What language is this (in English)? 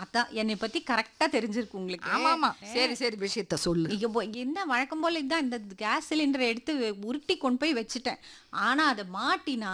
Tamil